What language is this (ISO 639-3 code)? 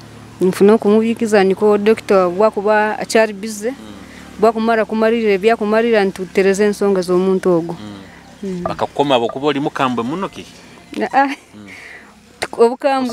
nyo